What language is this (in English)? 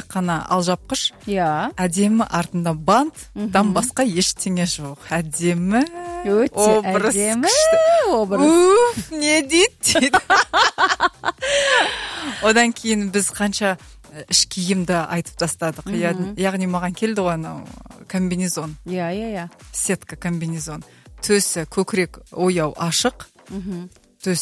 Kazakh